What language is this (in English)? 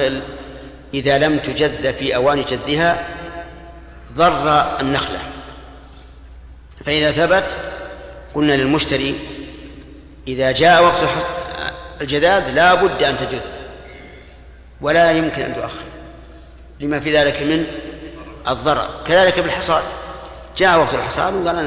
Arabic